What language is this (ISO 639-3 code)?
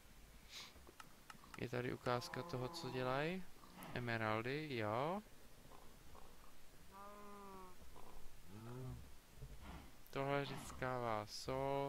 ces